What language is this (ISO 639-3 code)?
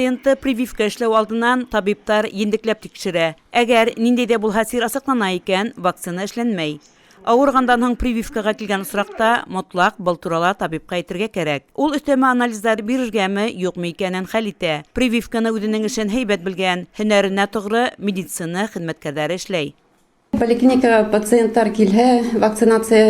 bak